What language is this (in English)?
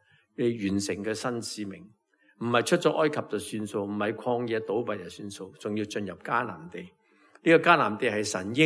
Cantonese